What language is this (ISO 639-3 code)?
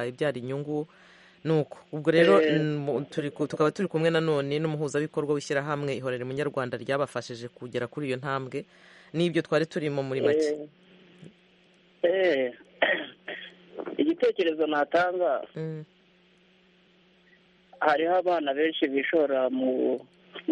kin